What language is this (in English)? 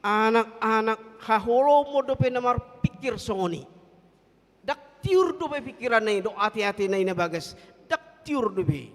Batak Toba